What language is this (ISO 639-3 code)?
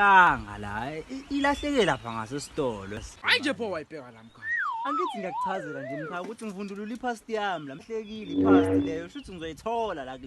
zul